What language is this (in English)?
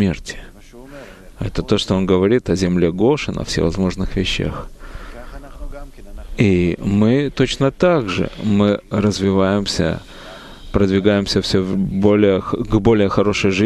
Russian